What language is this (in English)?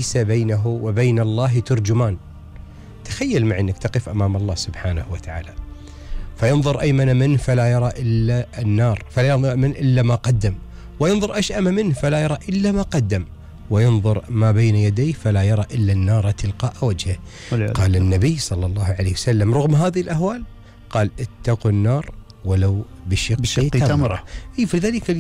Gulf Arabic